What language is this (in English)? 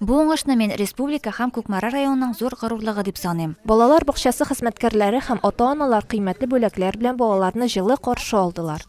Tatar